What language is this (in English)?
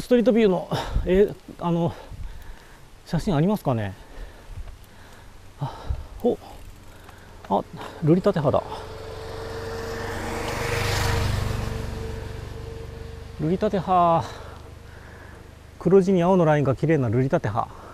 Japanese